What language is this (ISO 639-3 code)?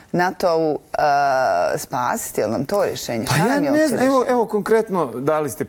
bos